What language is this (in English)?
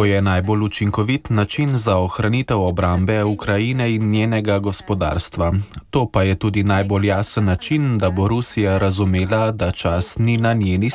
Slovenian